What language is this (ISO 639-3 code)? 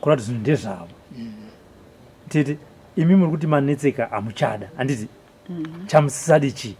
sna